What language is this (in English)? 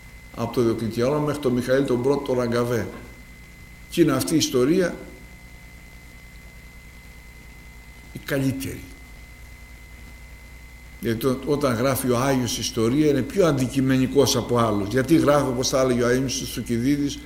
Greek